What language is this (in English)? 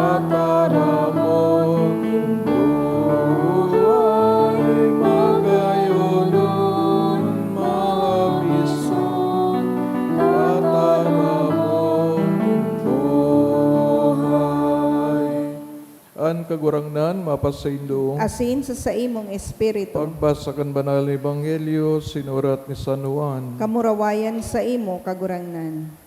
Bikol